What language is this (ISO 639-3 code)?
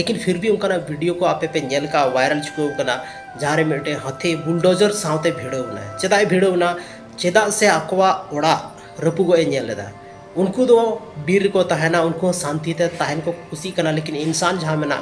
sat